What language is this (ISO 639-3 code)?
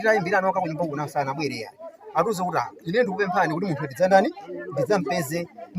nya